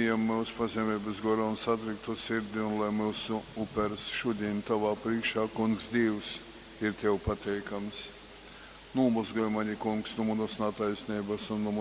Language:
Latgalian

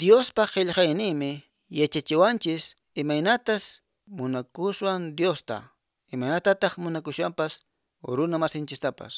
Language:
Quechua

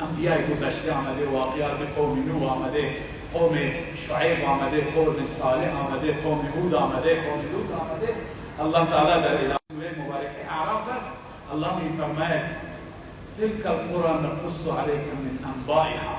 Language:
Persian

